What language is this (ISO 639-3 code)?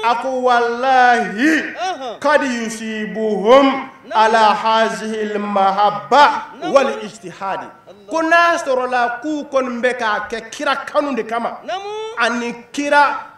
bam